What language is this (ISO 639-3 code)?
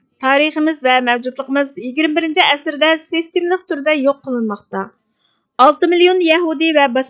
uig